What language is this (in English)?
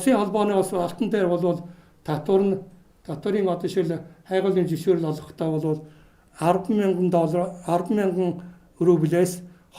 Mongolian